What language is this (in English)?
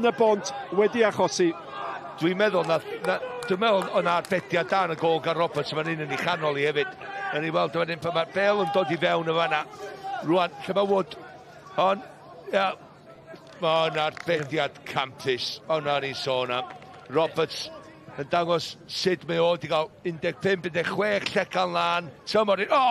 Welsh